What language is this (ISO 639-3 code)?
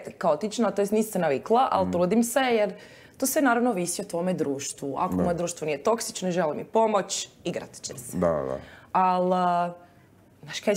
hrv